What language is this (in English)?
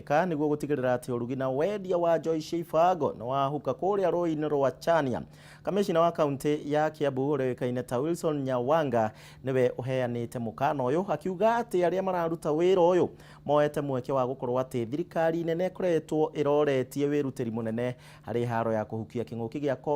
Kikuyu